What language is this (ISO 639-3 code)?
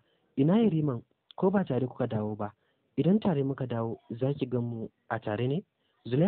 hau